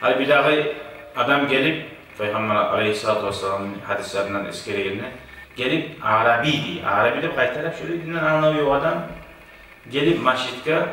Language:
Kumyk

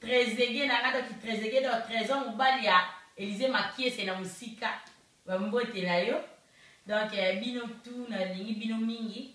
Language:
Lingala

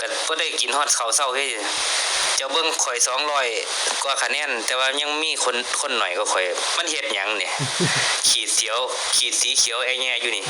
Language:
Northeastern Thai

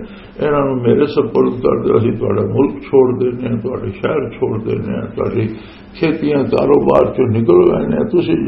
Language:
Western Panjabi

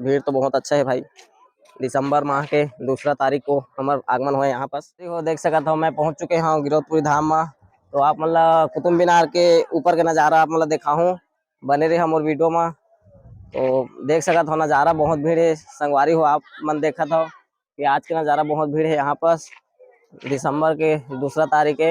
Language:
Chhattisgarhi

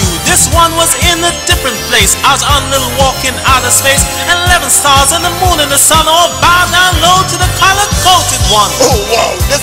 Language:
English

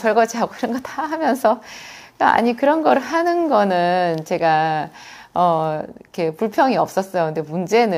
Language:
Korean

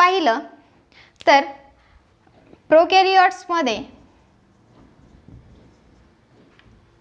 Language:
Marathi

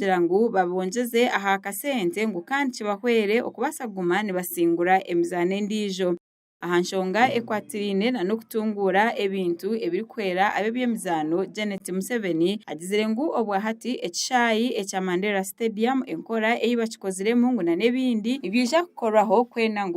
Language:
Nyankole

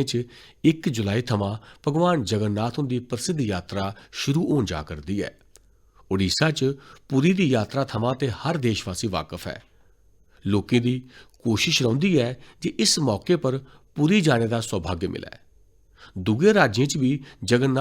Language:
Dogri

